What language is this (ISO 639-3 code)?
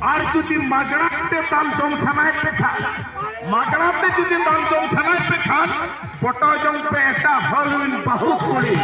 sat